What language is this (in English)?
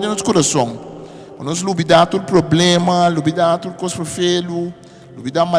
Papiamento